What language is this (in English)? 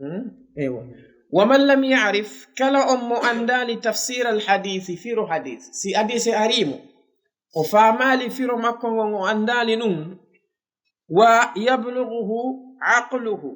Fula